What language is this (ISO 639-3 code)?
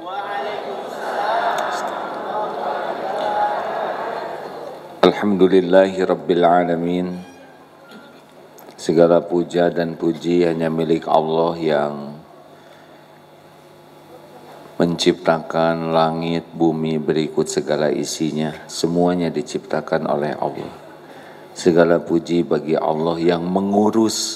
ind